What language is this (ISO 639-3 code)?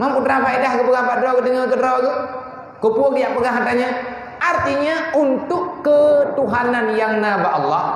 ace